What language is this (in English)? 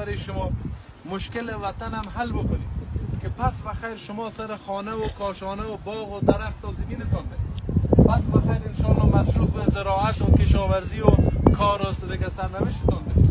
Persian